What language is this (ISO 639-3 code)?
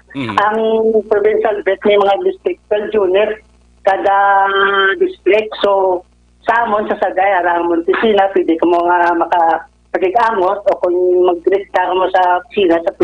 hil